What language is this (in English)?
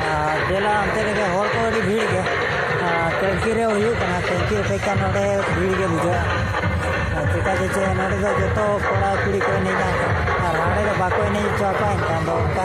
Santali